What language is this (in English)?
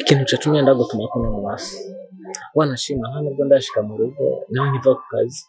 Rundi